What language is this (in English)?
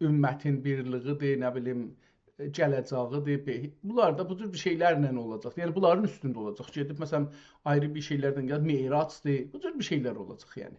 South Azerbaijani